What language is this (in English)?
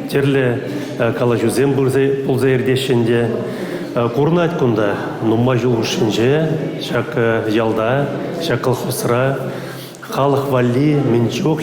Chuvash